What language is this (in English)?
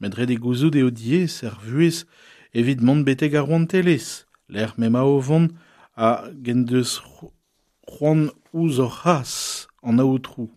Breton